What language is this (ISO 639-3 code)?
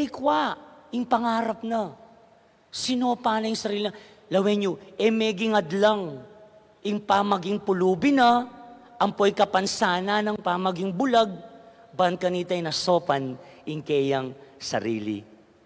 pam